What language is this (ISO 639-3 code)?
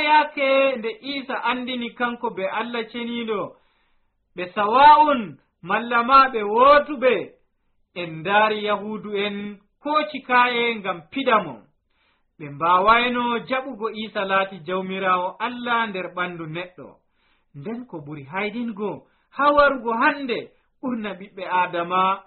fuv